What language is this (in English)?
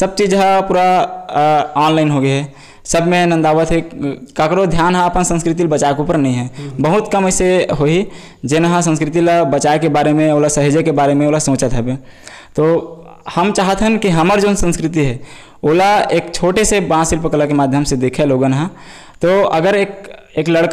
Chhattisgarhi